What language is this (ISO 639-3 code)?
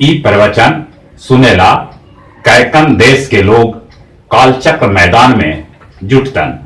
mag